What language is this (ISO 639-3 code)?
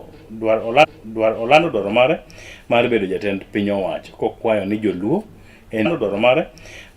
luo